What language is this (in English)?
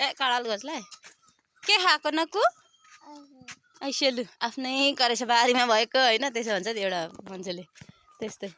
Nepali